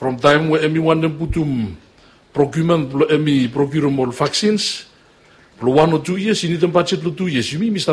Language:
Bislama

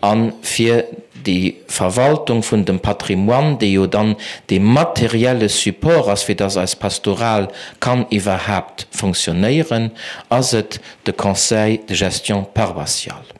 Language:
Luxembourgish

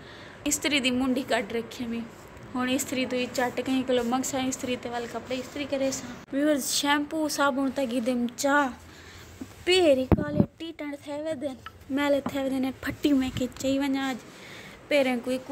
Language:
Saraiki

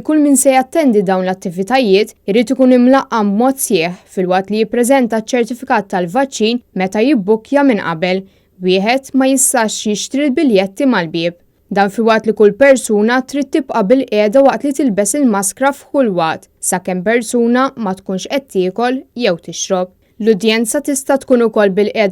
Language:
Maltese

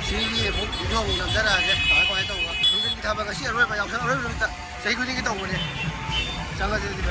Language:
Manipuri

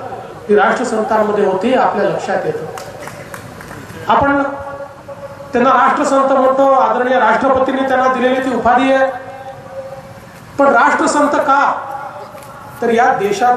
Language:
Marathi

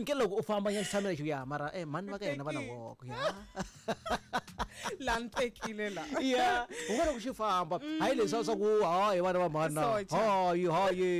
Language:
Tsonga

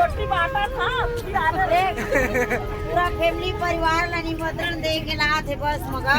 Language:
Chhattisgarhi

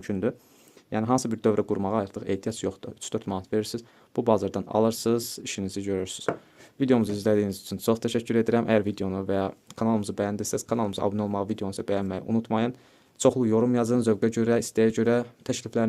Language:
Azerbaijani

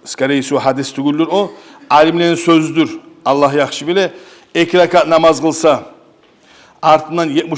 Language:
Kumyk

